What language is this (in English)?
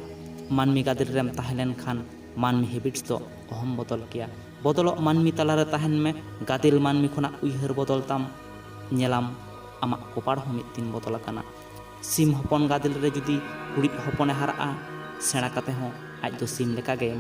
Santali